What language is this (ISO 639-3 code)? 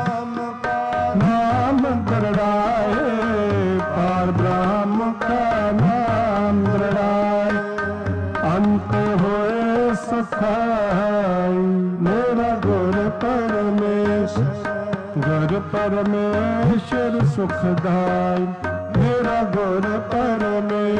pan